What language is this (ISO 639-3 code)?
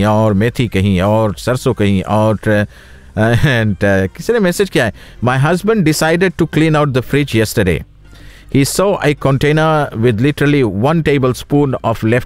hin